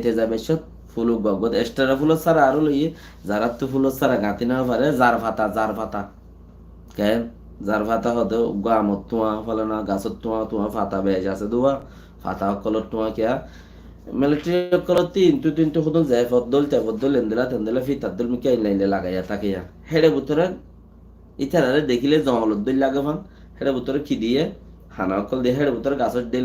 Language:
Rohingya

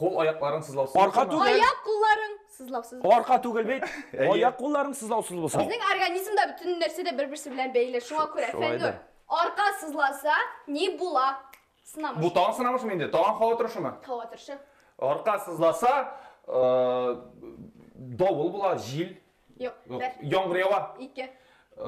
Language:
Tatar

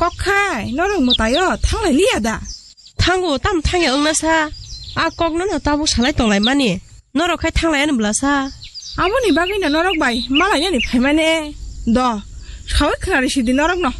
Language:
Kok Borok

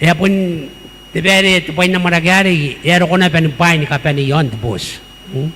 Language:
Gilbertese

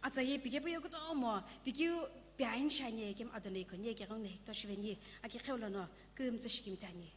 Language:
Sumi Naga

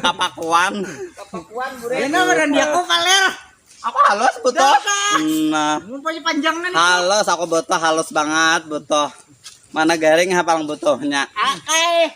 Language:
Banjar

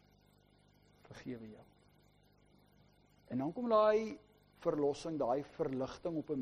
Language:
Afrikaans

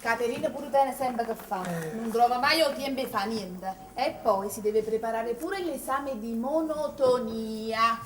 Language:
Neapolitan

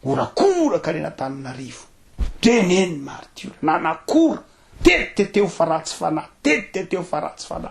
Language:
Malagasy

